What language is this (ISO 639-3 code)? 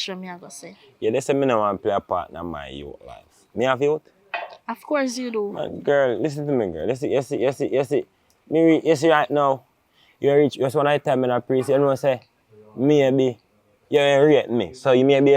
jam